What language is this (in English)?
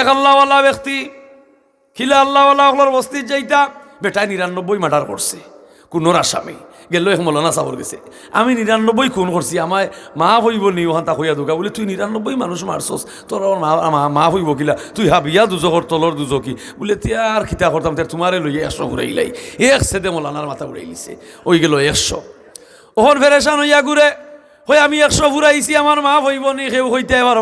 Sylheti